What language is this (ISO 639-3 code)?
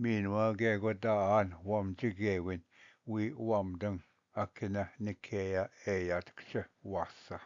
oji